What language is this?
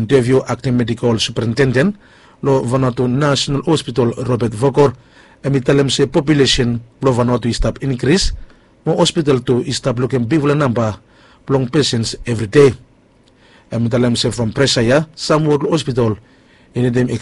Bislama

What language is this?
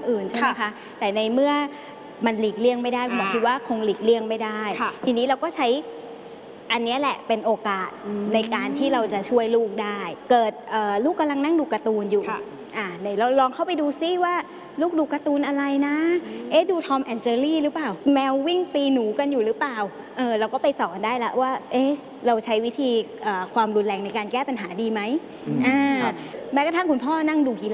Thai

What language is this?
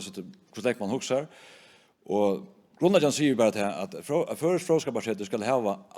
Faroese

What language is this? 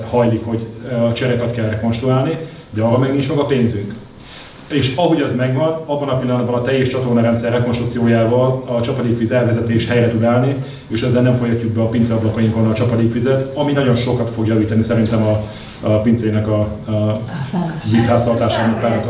Hungarian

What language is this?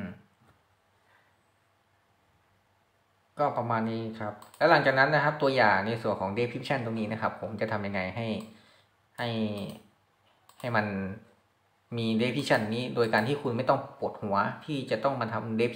Thai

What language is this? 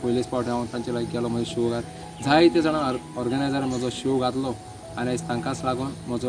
Konkani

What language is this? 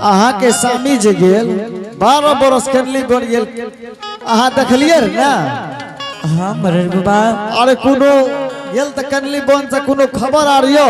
Angika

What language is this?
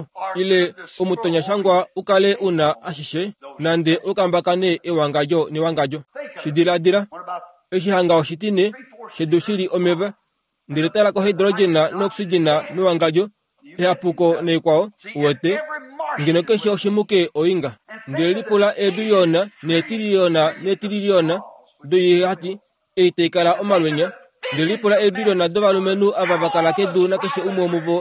Kuanyama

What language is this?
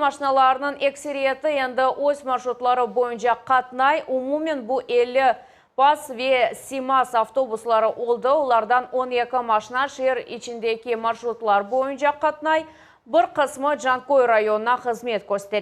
Crimean Tatar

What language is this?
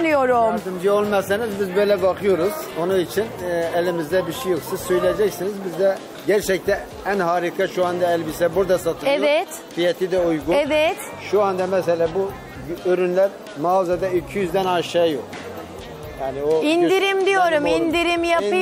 Turkish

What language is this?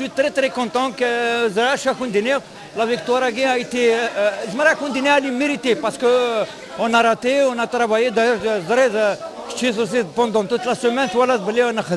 Kabyle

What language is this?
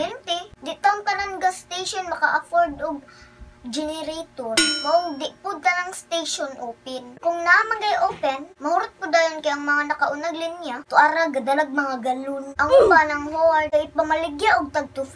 Cebuano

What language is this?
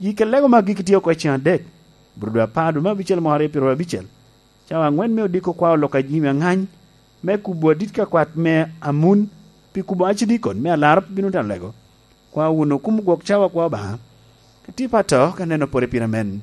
Lango (Uganda)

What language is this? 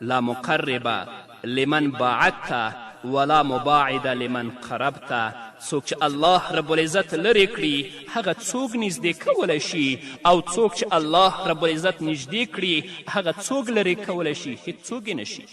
Pashto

